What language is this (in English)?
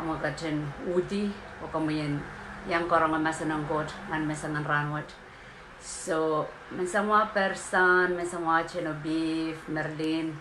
Pohnpeian